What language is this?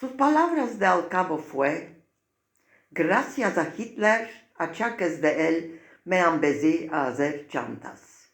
Ladino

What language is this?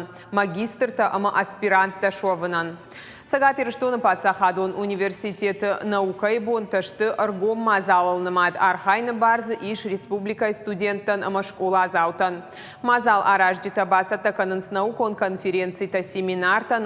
Ossetic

